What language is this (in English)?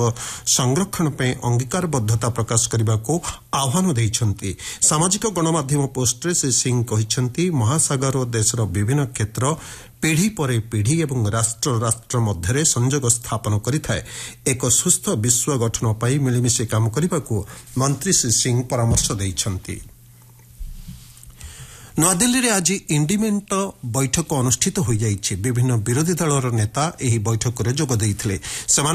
Odia